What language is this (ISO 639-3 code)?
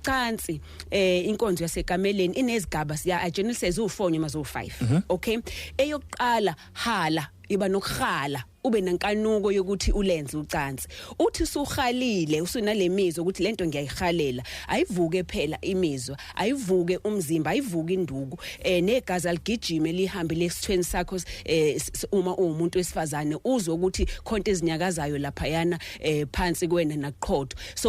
zul